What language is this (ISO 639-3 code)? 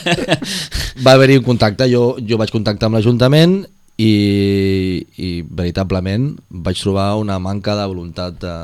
cat